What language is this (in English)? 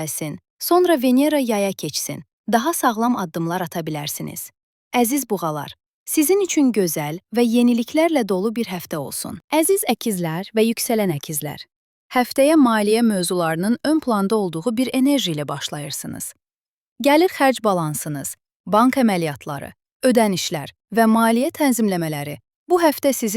Azerbaijani